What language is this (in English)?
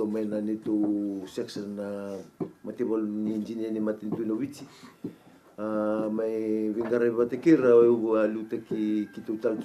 Fijian